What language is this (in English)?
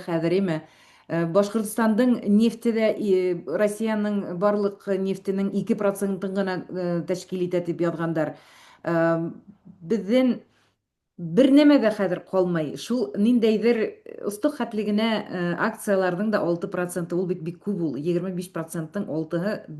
Bashkir